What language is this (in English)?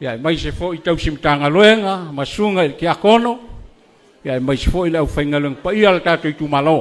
Samoan